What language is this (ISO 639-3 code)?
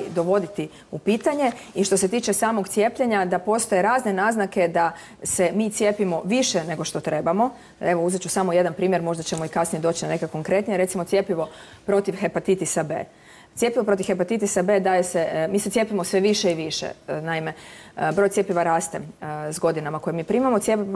hrv